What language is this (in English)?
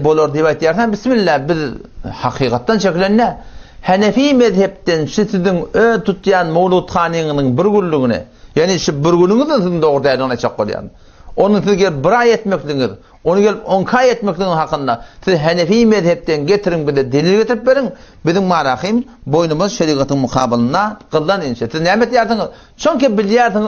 Turkmen